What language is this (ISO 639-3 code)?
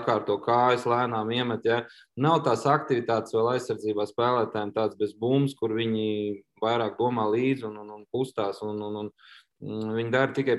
lav